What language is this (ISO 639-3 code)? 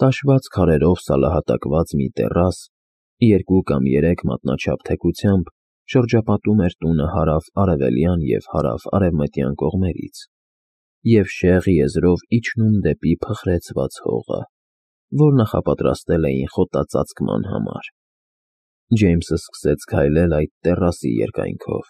hye